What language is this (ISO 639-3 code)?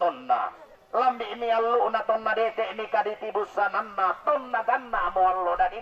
sda